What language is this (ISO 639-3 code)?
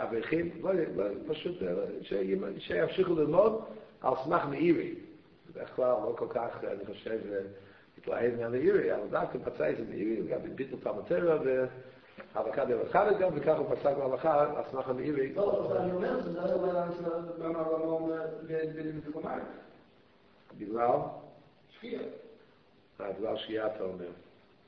heb